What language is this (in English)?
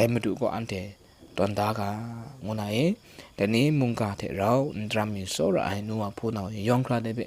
Kachin